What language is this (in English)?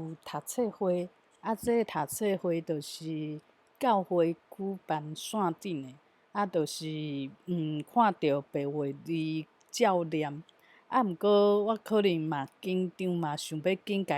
Min Nan Chinese